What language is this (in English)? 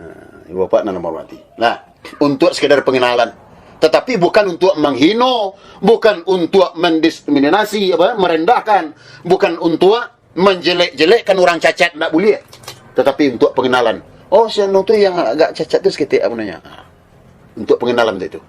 Minangkabau